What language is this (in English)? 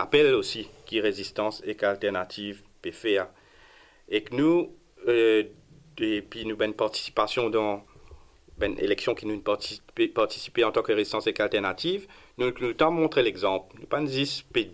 Morisyen